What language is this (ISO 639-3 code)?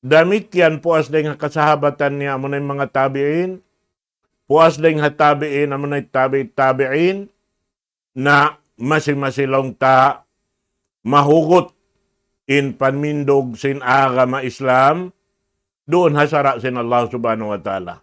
tsg